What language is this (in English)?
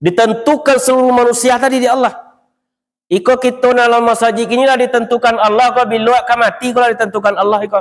Minangkabau